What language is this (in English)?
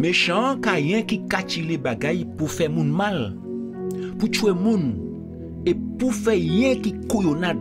Guadeloupean Creole French